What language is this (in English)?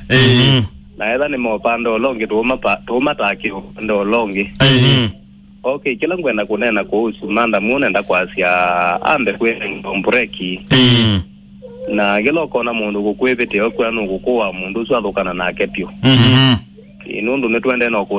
Kamba